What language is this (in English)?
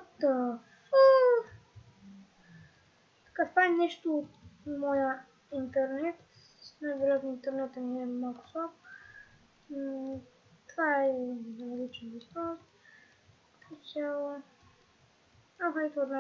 Bulgarian